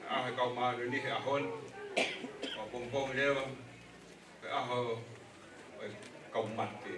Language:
Tongan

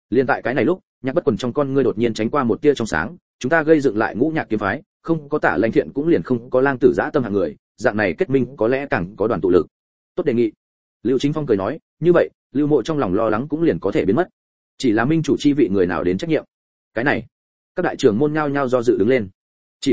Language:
Vietnamese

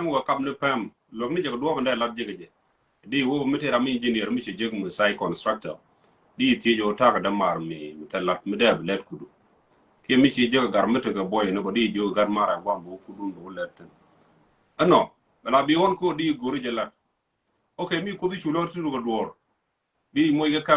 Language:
Nuer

